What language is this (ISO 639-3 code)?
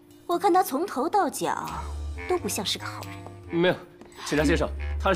zho